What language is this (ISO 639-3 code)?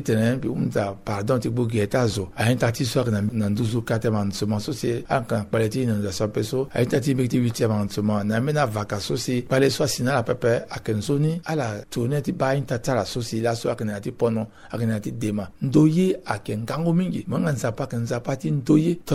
sag